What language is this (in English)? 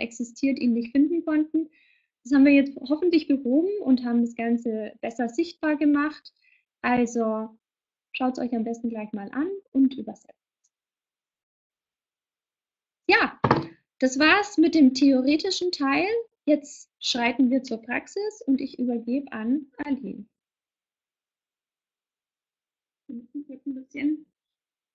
German